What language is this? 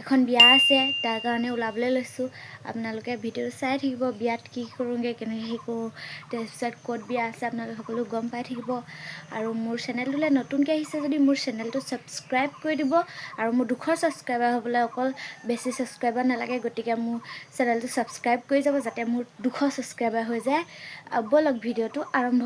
Assamese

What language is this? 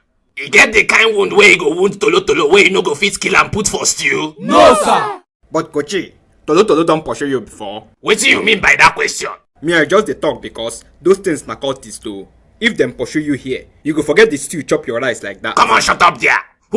Nigerian Pidgin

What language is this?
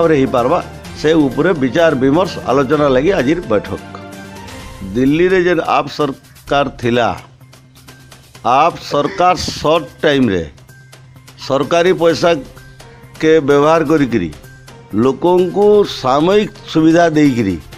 Odia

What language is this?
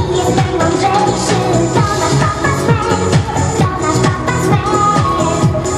Polish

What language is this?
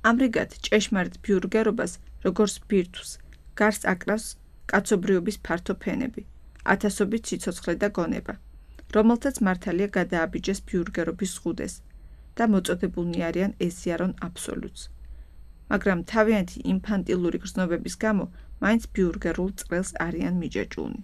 Georgian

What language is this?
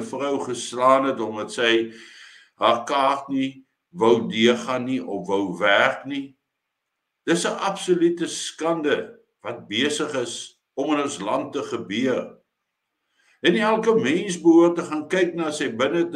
Afrikaans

